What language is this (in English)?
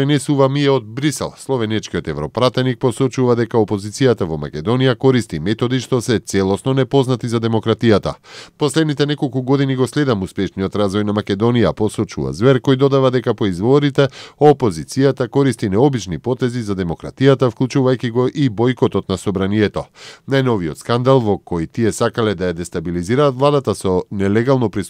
Macedonian